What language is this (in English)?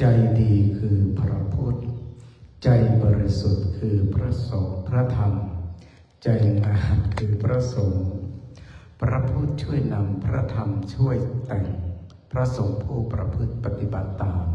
Pali